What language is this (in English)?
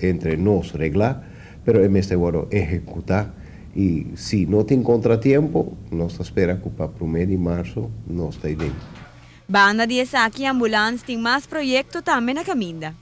Papiamento